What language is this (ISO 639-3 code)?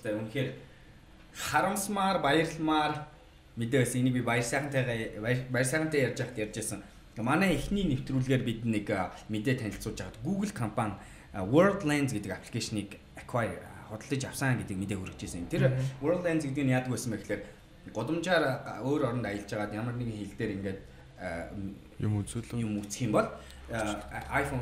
mon